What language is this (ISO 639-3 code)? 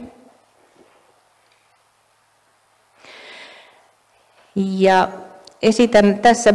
fin